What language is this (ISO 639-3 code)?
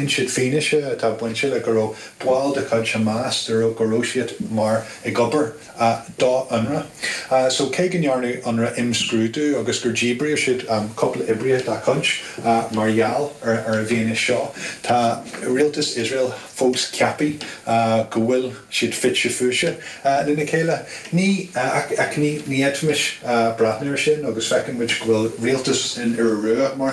gle